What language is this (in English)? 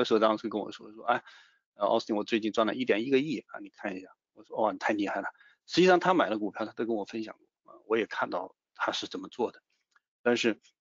Chinese